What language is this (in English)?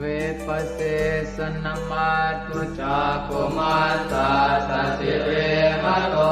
Pali